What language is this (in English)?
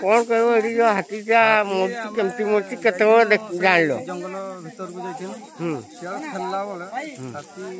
Santali